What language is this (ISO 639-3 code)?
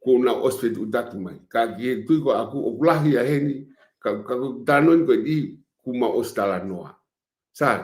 ton